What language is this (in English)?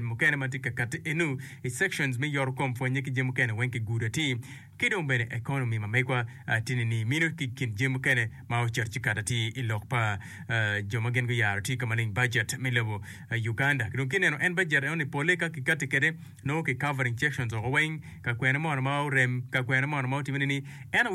Acoli